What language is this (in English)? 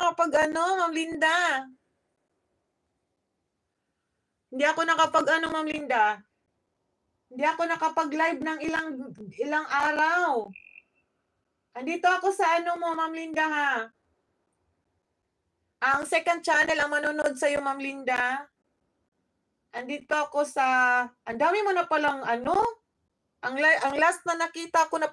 Filipino